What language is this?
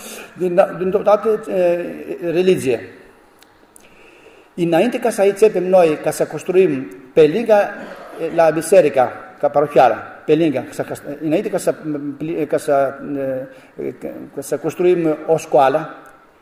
Romanian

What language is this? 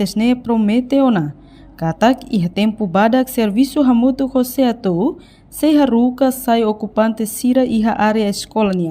Tetum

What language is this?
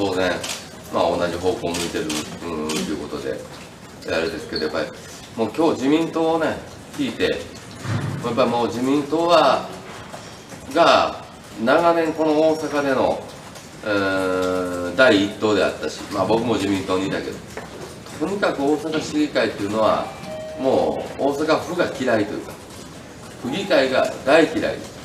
Japanese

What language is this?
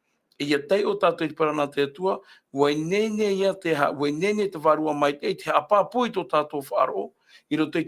Tahitian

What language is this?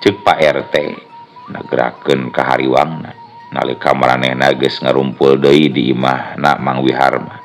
Sundanese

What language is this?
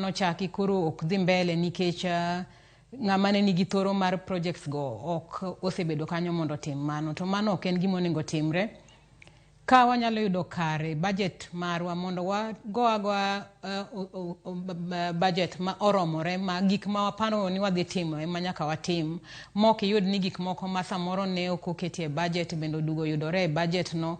Luo (Kenya and Tanzania)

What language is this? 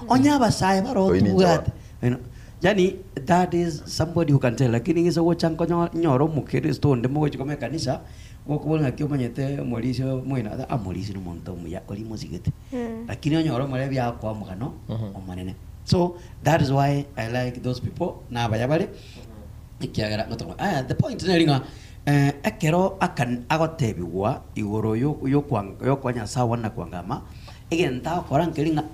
Gusii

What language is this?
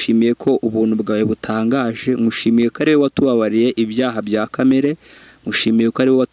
Kinyarwanda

